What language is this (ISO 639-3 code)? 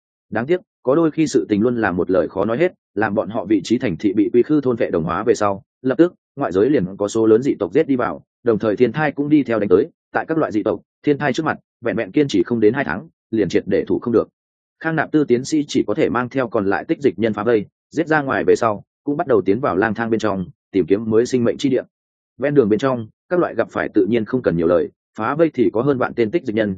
vie